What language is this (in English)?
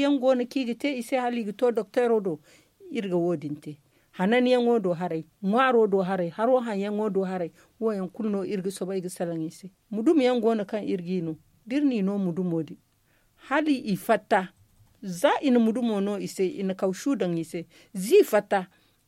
Zarma